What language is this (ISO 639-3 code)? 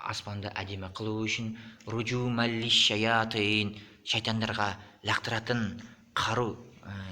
kaz